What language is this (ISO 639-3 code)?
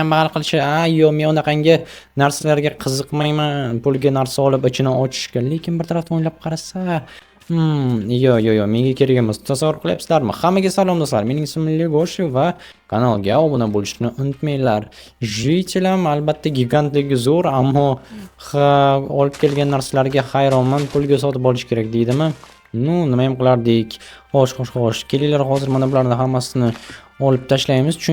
uzb